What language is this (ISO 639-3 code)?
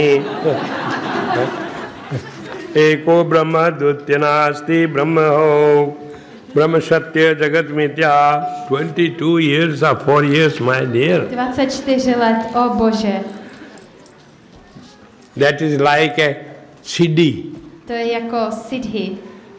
ces